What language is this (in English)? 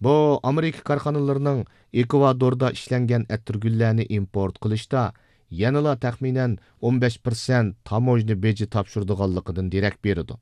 Uyghur